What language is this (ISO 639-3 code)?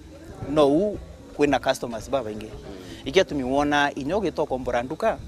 mer